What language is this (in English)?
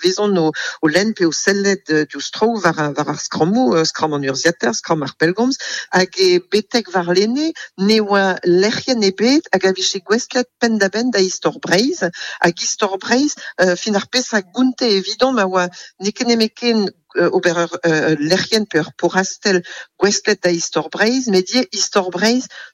Breton